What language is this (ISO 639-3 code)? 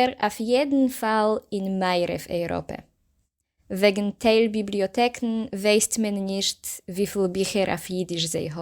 yid